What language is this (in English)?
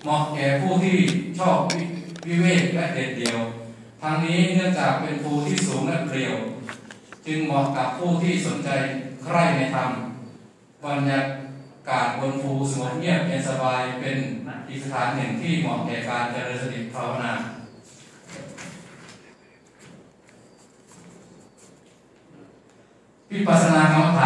Thai